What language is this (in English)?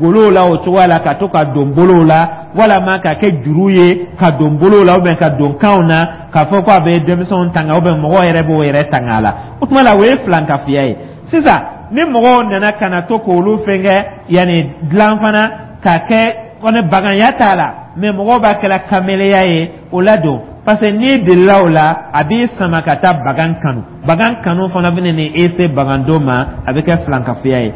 Dyula